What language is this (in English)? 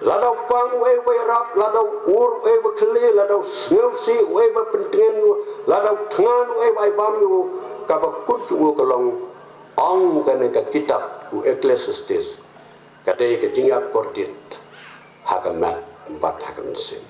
Khasi